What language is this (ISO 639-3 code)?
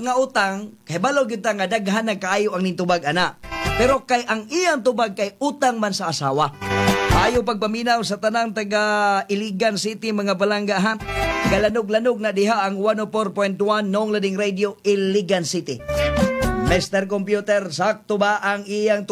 ceb